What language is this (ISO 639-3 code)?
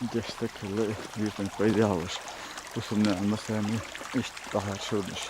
che